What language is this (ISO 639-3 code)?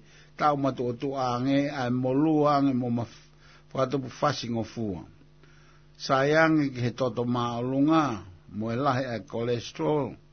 ton